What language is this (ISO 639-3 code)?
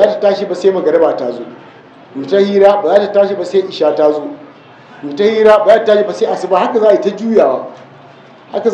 hau